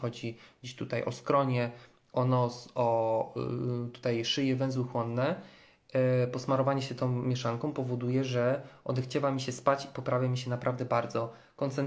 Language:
Polish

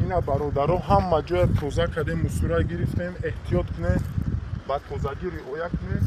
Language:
Tajik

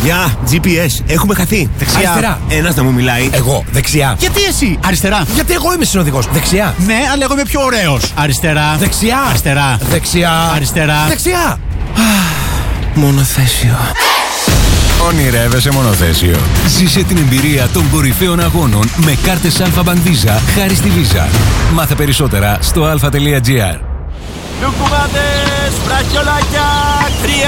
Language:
Greek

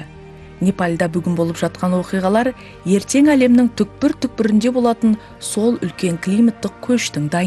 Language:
Kazakh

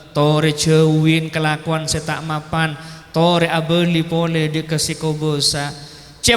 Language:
Madurese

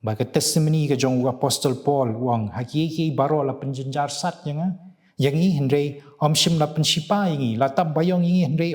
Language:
Khasi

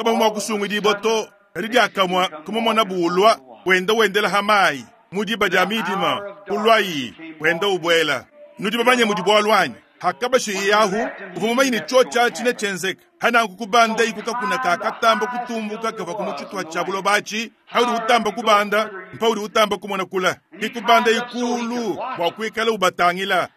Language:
Luba-Lulua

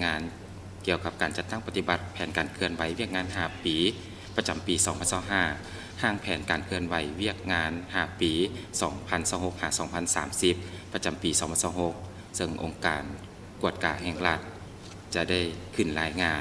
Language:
Lao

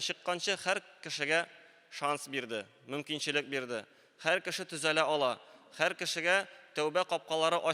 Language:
Tatar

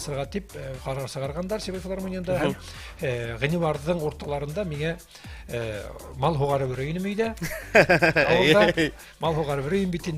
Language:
Bashkir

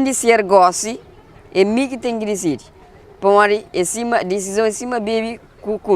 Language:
Kabuverdianu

